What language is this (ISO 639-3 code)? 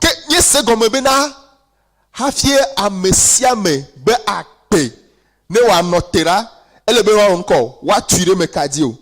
ewe